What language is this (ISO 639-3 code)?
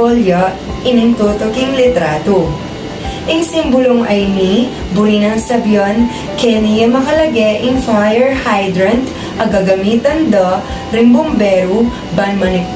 pam